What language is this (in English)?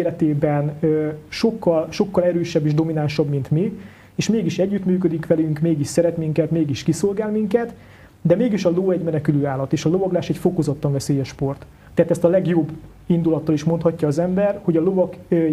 Hungarian